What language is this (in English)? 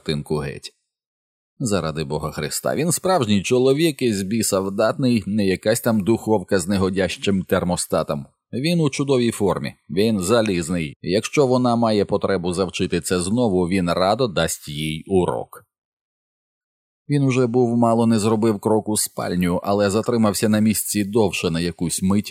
Ukrainian